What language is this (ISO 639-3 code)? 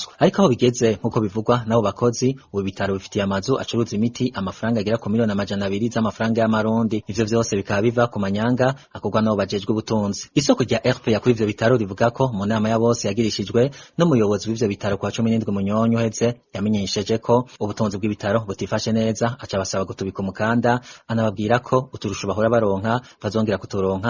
run